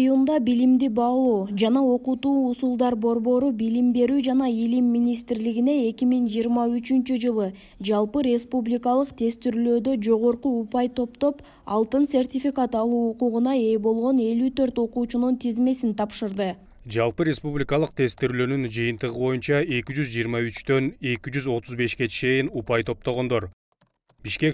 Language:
Kyrgyz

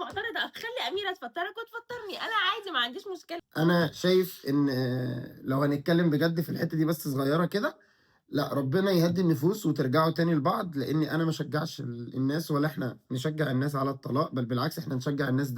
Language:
Egyptian Arabic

